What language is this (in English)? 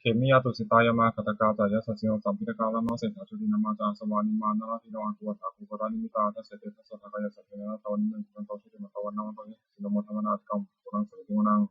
Pali